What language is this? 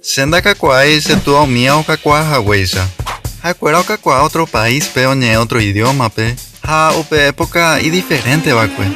Guarani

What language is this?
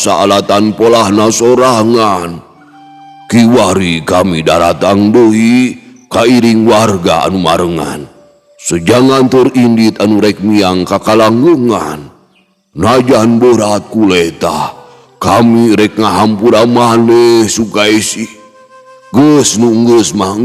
Sundanese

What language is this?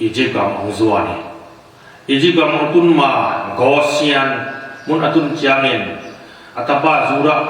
Tedim Chin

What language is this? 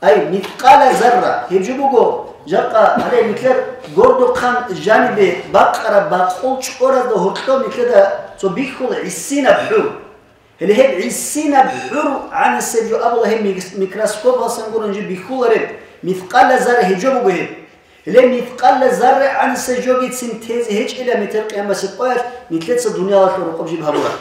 Avaric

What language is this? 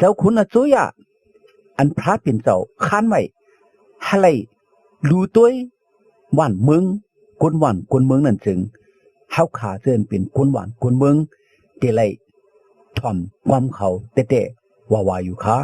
Shan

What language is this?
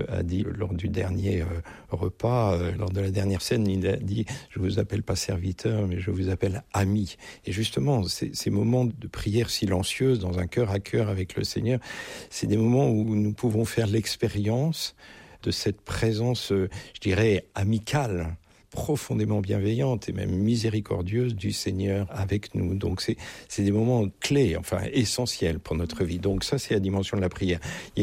French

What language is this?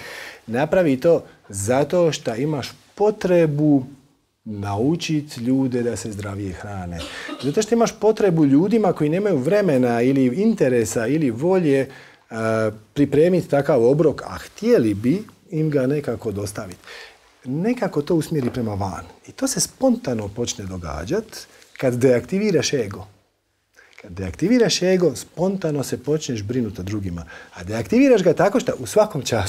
Croatian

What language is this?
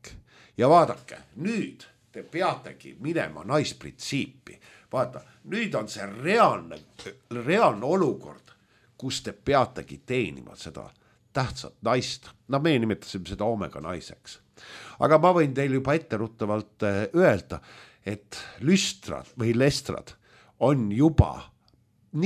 Estonian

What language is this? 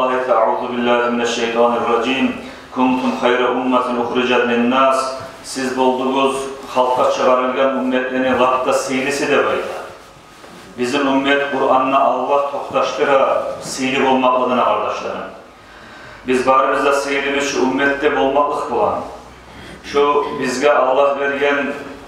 Kumyk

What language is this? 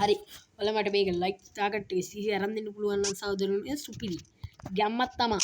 Sinhala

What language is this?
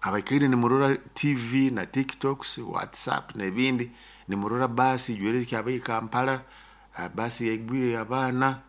Nyoro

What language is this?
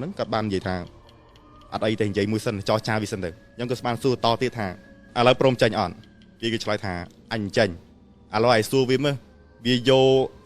Khmer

